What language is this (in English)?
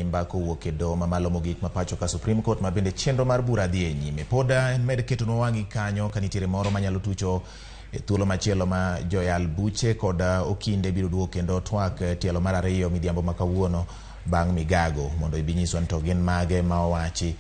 Luo (Kenya and Tanzania)